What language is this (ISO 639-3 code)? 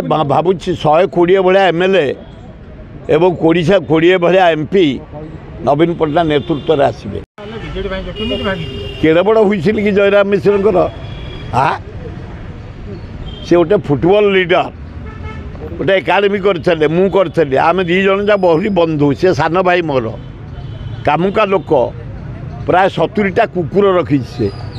ori